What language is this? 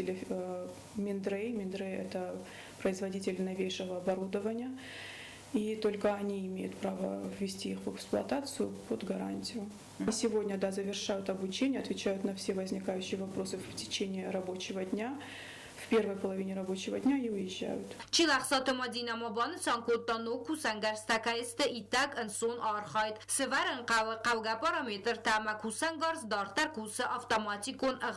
Ossetic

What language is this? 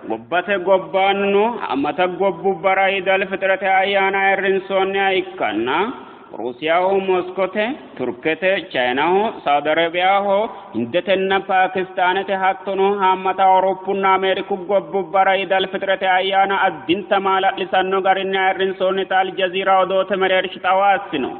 Sidamo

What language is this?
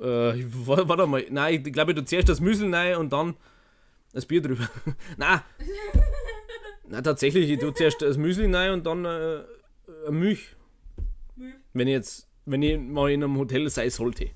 Bavarian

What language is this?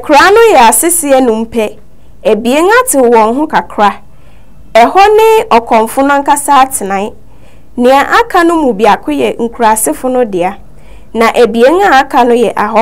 Akan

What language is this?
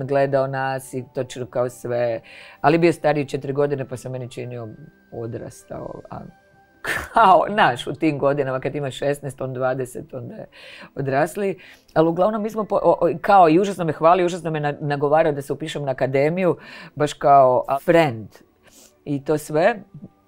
Croatian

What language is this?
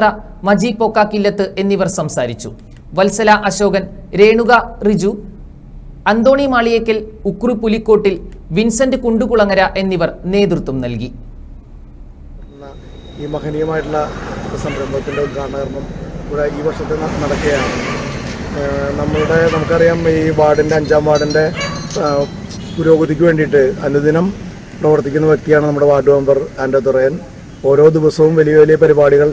Malayalam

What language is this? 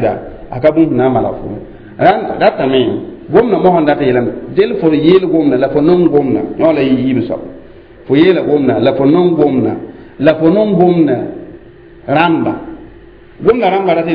Mossi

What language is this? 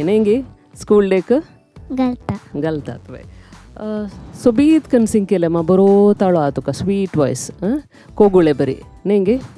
Konkani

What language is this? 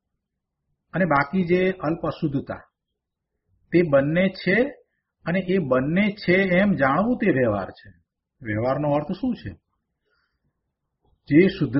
Gujarati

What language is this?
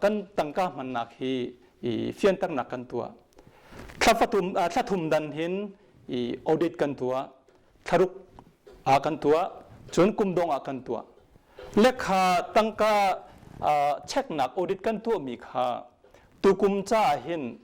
Hakha Chin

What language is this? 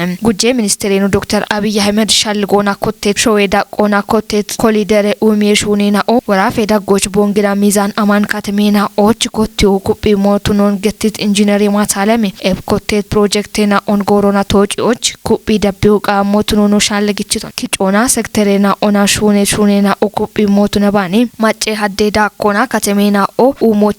Kafa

